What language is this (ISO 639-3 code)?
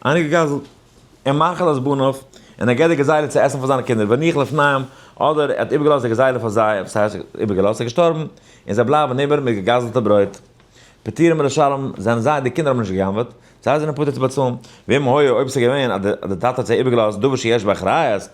yid